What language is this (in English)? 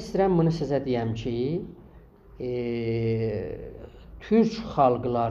South Azerbaijani